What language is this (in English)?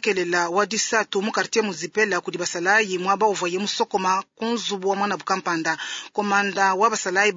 Luba-Lulua